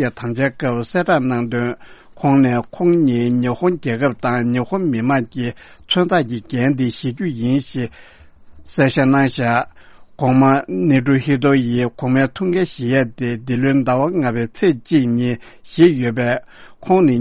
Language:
Tibetan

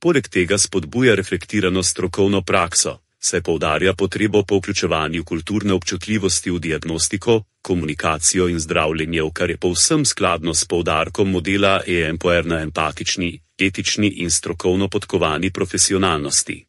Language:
Slovenian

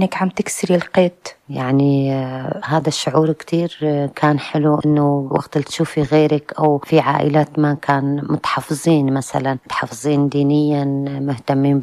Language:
North Levantine Arabic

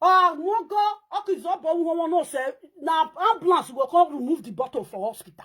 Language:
Nigerian Pidgin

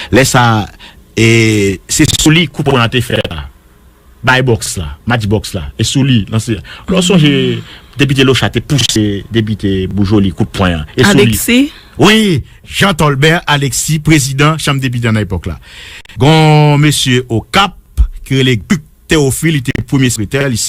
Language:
Haitian Creole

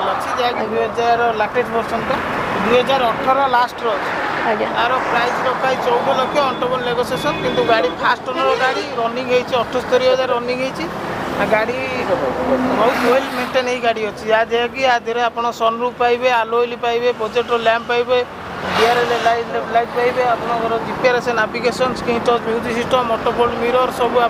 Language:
Odia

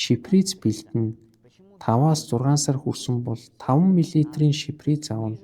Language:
Mongolian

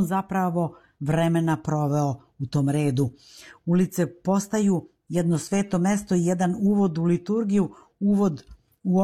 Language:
Serbian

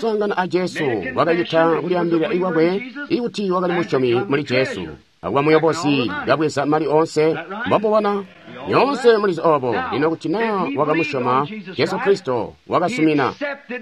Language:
Tonga (Zambia)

